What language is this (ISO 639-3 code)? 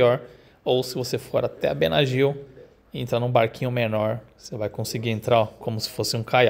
por